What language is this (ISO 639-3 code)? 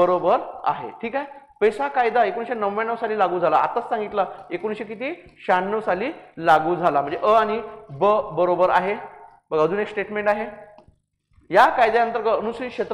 mar